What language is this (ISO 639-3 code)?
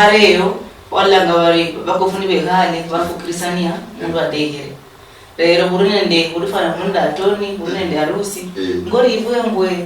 luy